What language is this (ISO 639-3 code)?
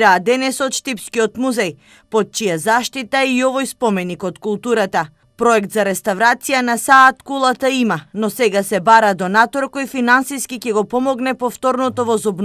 mkd